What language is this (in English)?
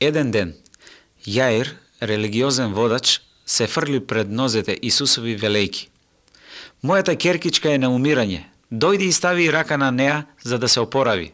Macedonian